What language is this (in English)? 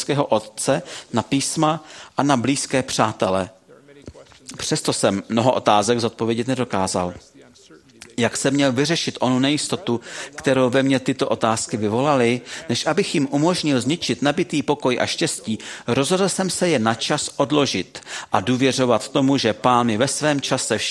Czech